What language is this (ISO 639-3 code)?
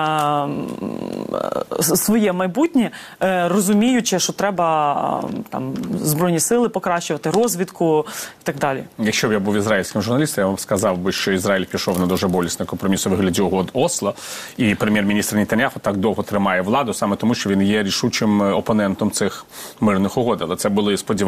ukr